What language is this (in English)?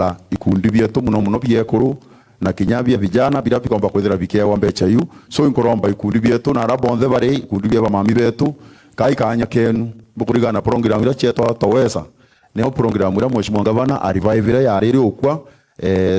Meru